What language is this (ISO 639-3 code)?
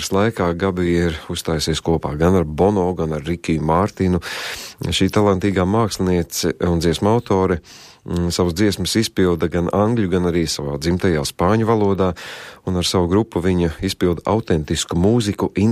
lav